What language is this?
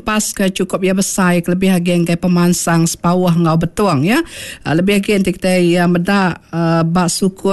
Iban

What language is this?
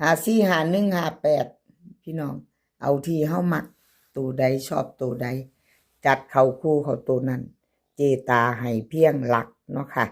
Northeastern Thai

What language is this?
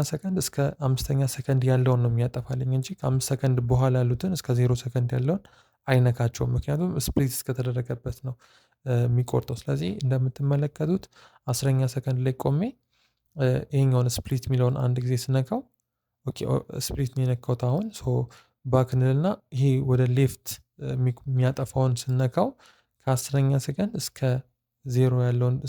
Amharic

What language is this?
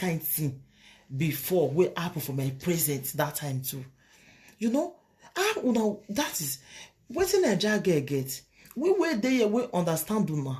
Nigerian Pidgin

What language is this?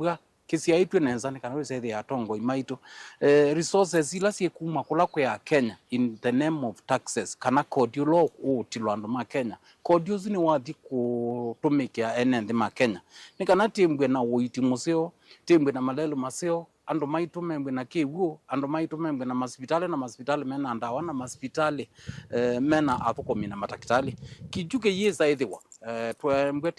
Kamba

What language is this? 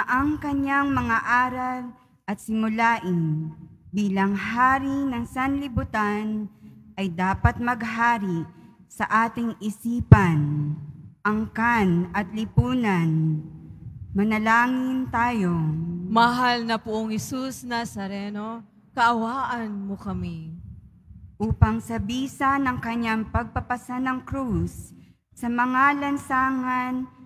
Filipino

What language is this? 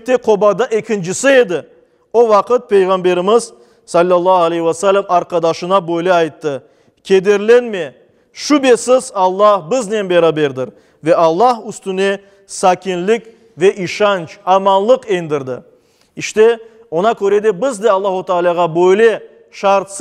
Crimean Tatar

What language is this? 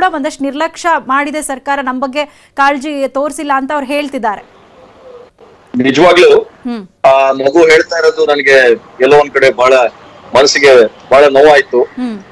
Kannada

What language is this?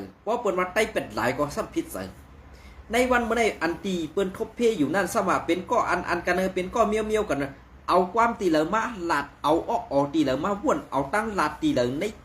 Shan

